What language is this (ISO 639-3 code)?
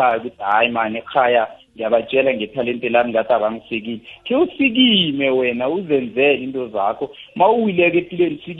nbl